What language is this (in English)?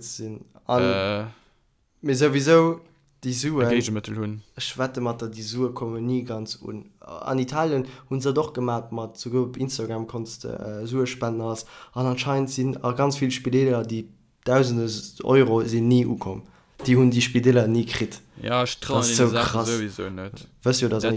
Luxembourgish